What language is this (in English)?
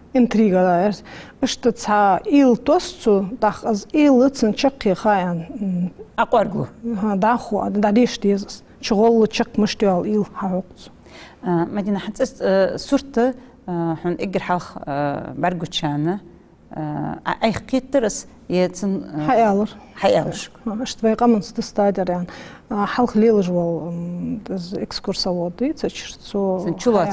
Ingush